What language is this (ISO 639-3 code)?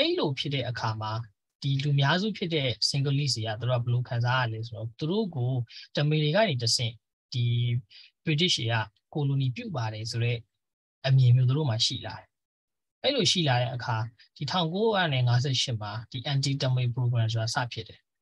mya